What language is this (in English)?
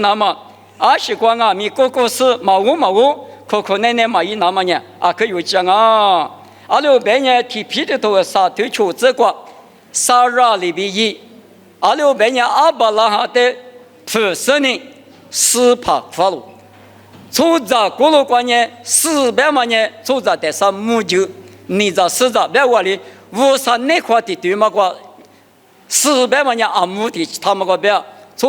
Lisu